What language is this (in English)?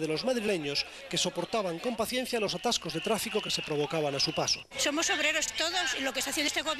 Spanish